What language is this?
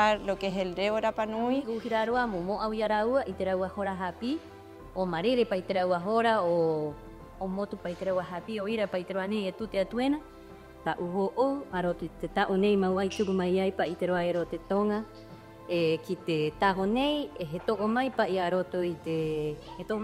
Rapanui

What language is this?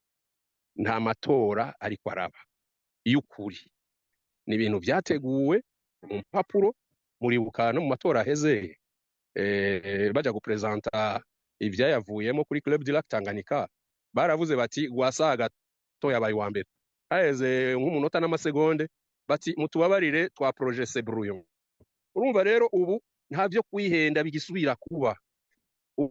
Rundi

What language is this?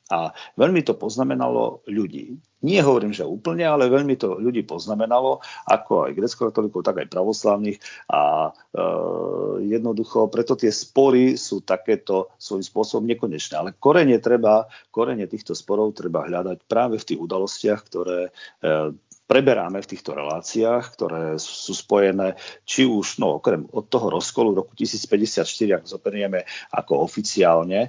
Slovak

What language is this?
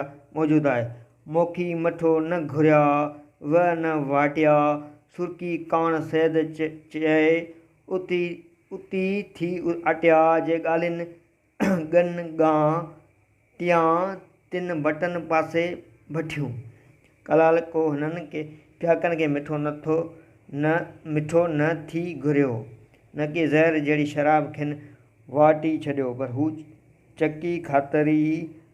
Sindhi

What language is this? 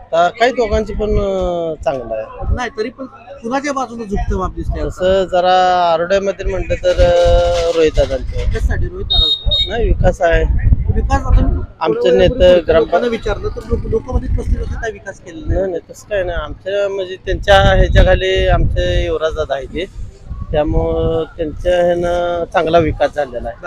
Marathi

